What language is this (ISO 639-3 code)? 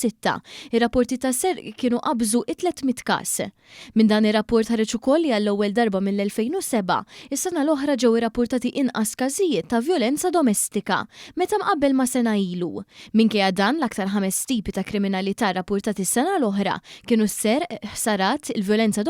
mlt